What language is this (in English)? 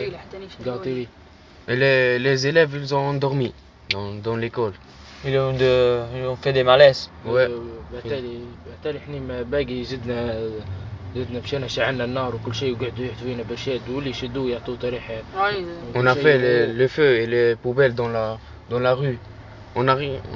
French